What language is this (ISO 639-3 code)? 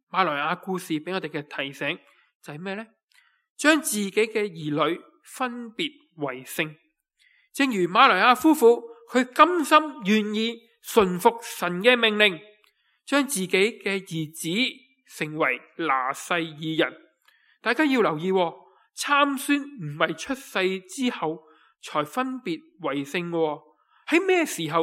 yue